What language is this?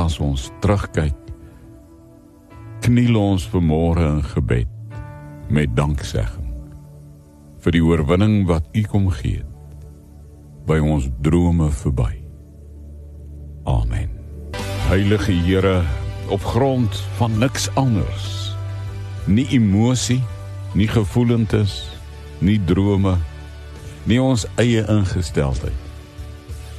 Afrikaans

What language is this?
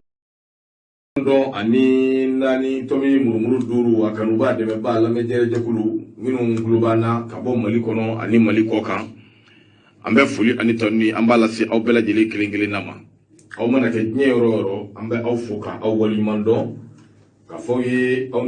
Bambara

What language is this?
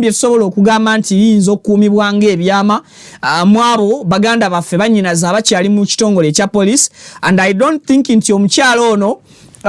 Ganda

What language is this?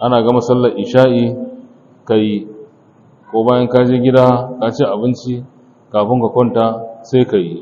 Hausa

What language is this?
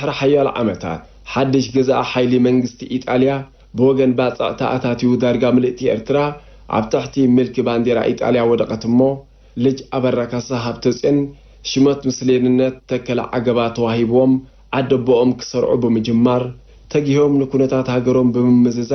Tigrinya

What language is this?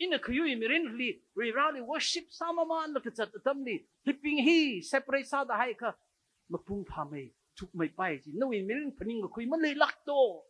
Tangkhul Naga (India)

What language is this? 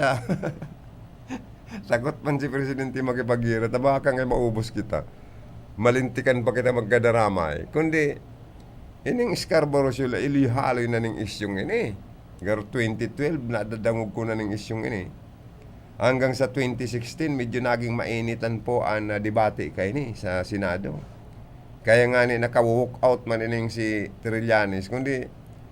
Bikol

